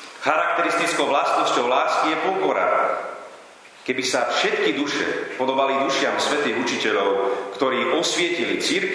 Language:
Slovak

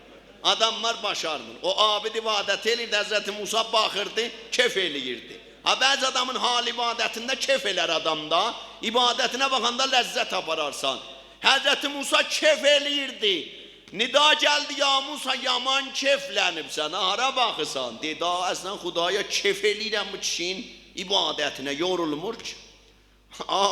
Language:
South Azerbaijani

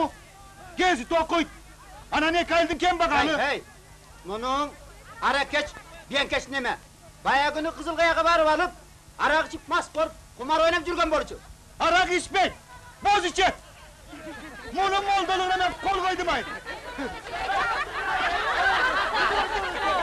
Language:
Kyrgyz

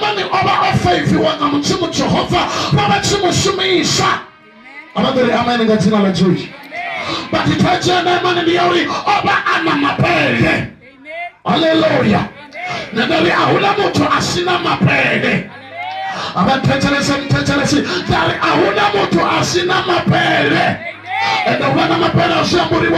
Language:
Venda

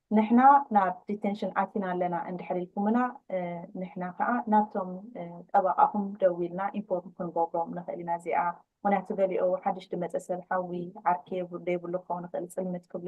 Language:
Tigrinya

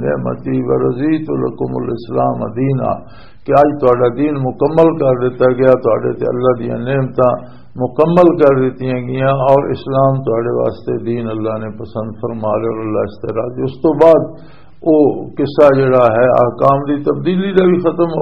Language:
Western Panjabi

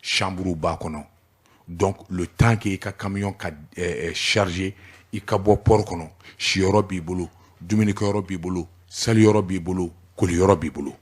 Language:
Bambara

